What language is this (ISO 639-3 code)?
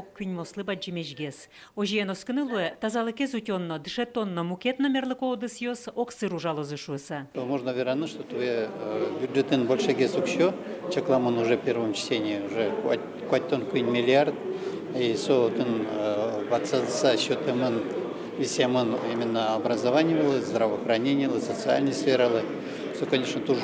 udm